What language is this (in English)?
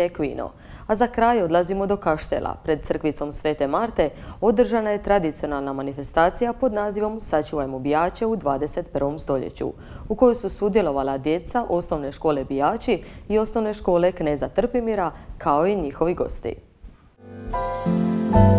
Croatian